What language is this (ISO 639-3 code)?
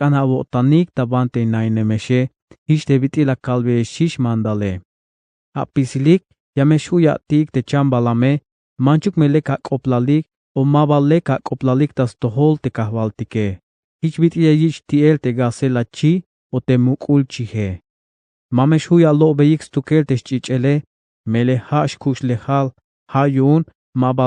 tzh